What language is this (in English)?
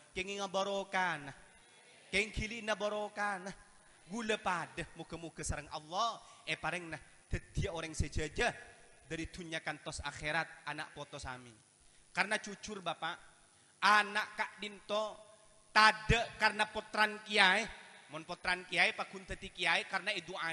Madurese